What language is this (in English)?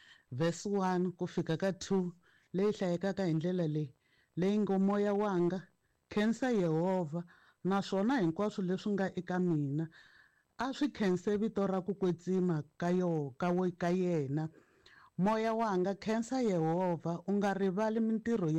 Tsonga